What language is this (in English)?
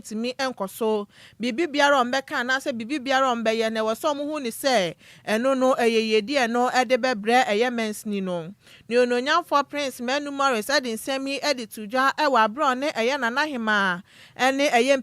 Akan